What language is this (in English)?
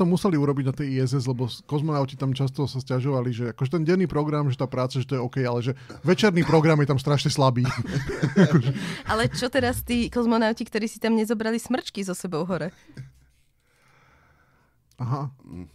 Slovak